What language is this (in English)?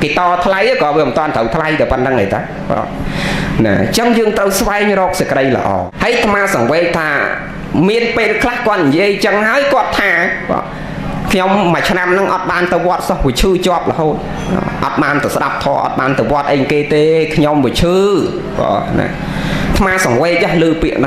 Khmer